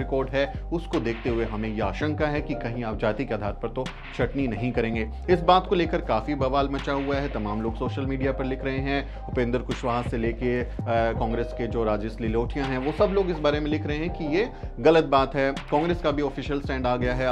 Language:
Hindi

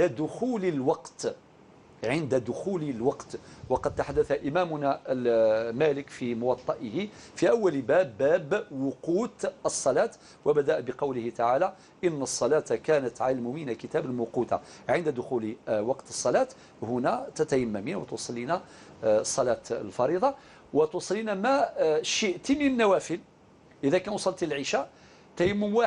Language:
Algerian Arabic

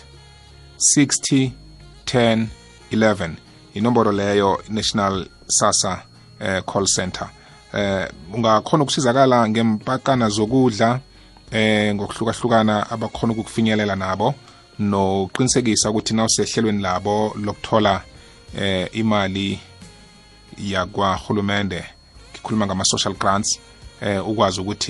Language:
South Ndebele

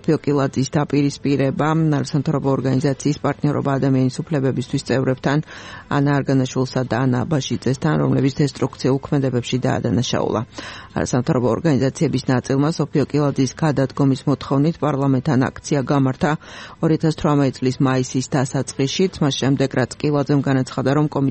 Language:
Georgian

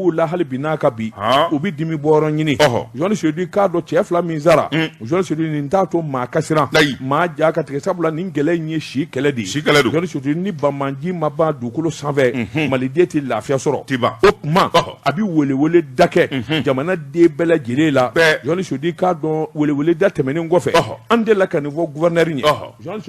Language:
Bambara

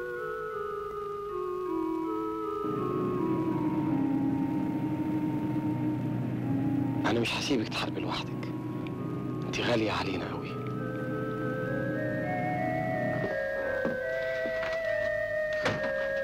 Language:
Egyptian Arabic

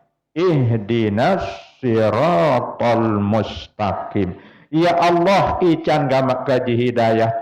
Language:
Sasak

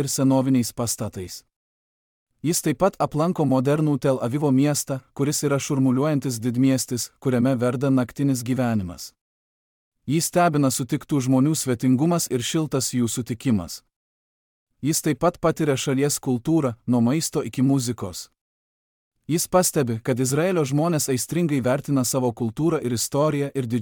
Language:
Lithuanian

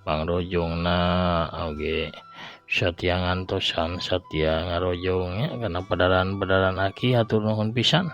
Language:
Sundanese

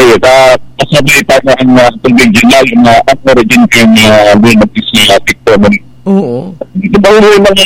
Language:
Bikol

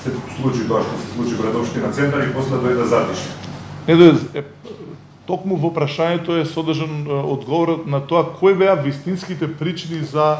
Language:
Macedonian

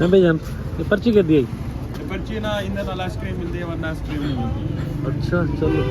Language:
Saraiki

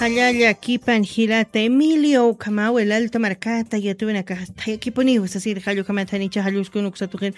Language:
Aymara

